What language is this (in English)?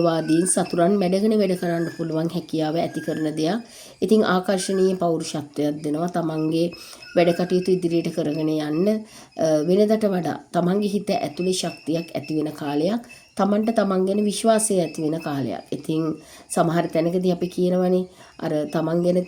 Sinhala